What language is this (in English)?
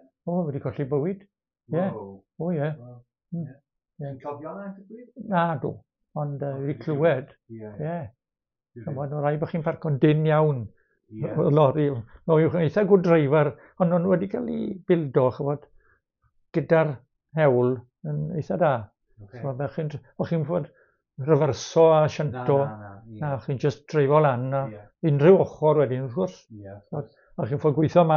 Welsh